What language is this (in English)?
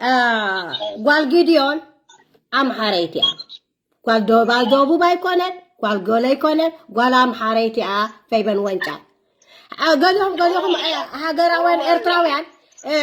Tigrinya